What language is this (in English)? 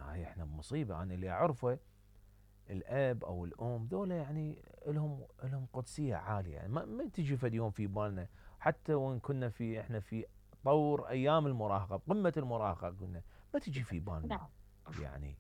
Mesopotamian Arabic